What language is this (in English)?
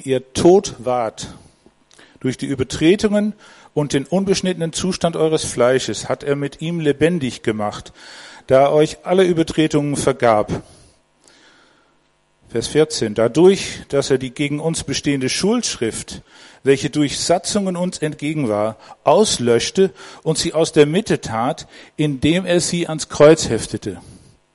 German